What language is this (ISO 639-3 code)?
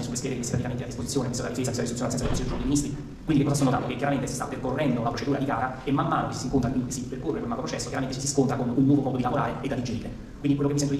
ita